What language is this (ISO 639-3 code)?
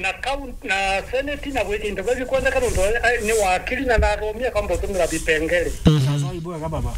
mer